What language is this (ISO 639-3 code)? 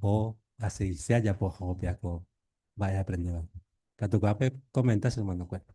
grn